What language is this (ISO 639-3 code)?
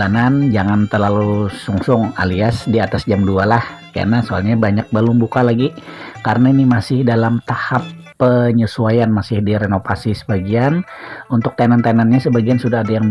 bjn